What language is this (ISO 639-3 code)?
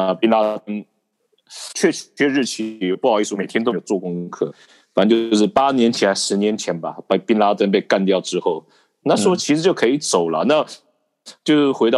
zho